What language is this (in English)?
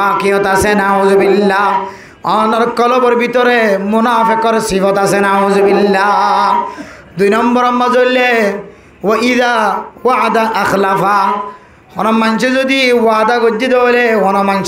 Rohingya